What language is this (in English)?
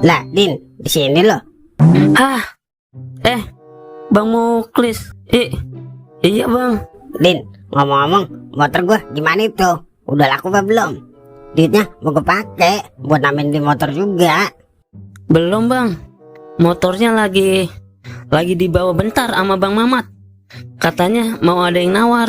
Betawi